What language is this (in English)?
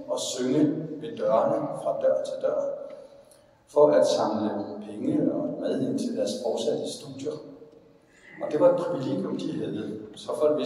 Danish